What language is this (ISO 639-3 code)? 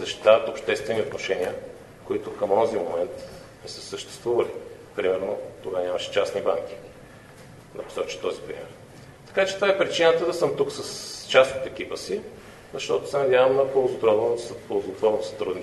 bul